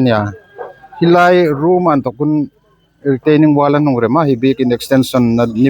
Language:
Hmar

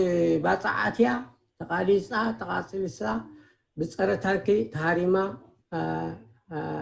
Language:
Tigrinya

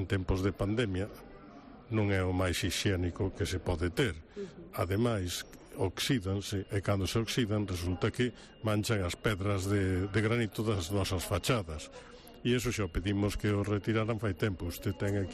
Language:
Galician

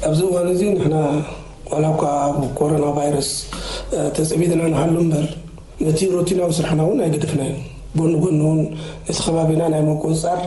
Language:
Tigrinya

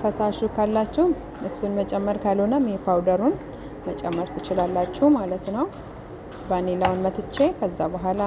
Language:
Amharic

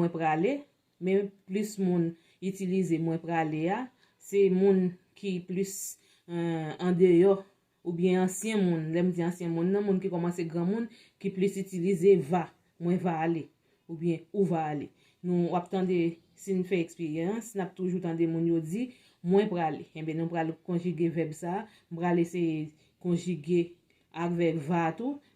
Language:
Haitian Creole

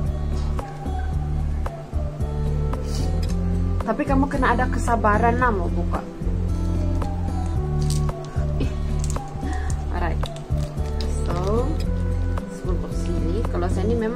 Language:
Malay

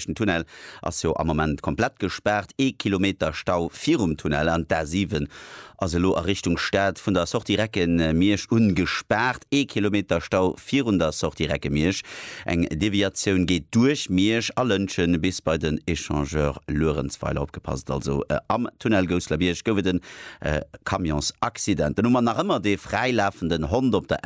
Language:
Luxembourgish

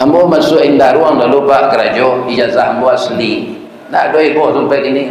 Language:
Minangkabau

